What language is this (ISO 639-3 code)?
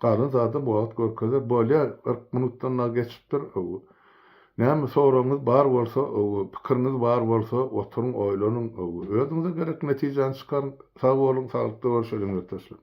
tuk